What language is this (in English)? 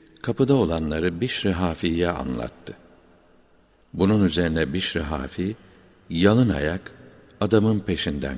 Turkish